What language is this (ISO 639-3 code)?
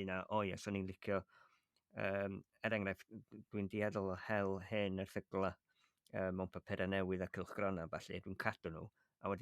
cym